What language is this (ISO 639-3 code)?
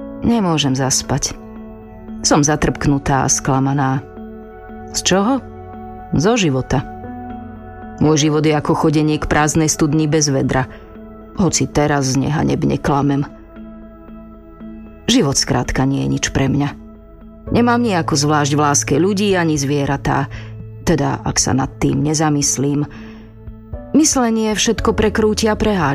slk